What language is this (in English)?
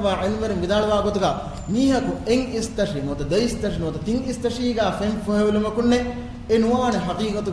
Divehi